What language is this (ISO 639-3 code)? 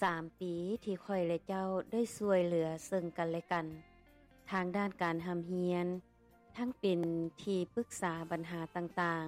lao